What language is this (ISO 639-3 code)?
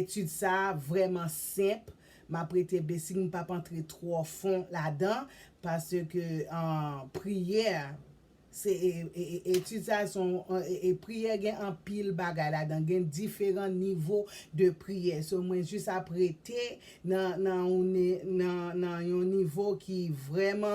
hat